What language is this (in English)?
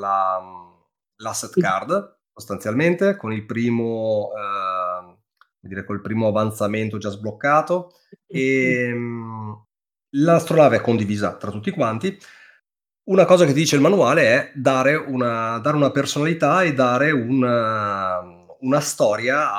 Italian